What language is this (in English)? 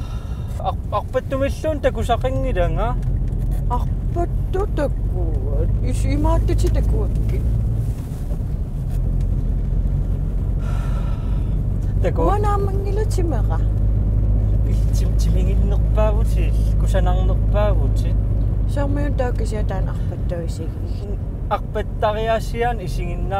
Kalaallisut